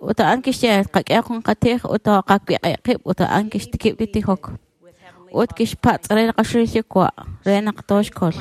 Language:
Kekchí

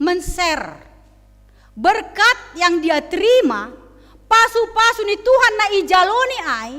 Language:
Batak Simalungun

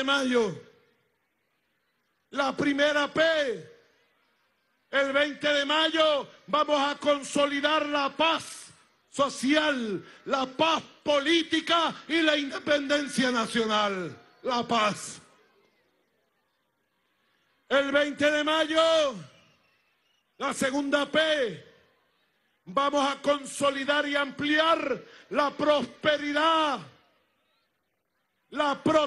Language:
Spanish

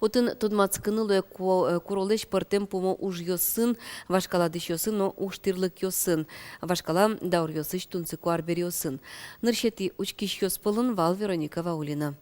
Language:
Udmurt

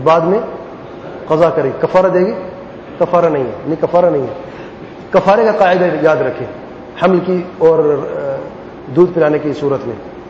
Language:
Urdu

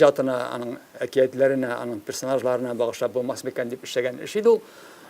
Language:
Tatar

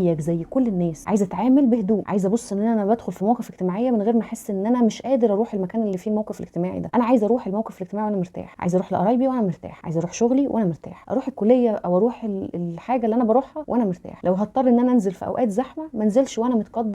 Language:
Egyptian Arabic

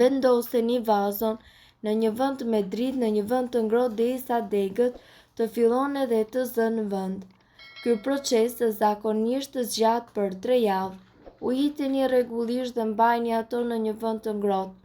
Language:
Albanian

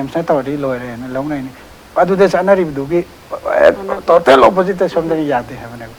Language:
Manipuri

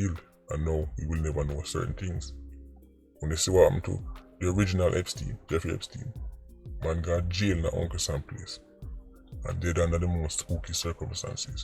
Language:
Jamaican Creole English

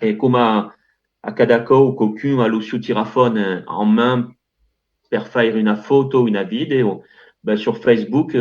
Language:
Occitan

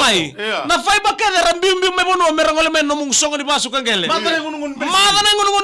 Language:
Fijian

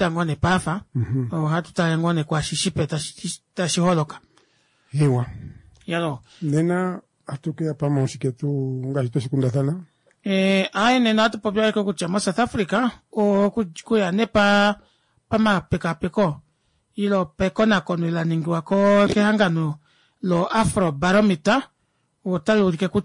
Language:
Kuanyama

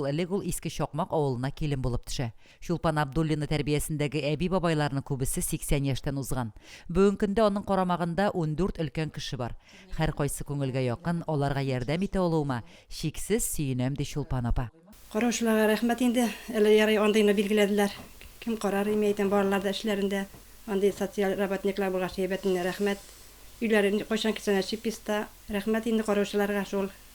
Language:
Tatar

